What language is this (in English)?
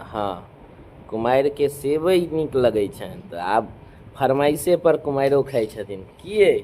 Maithili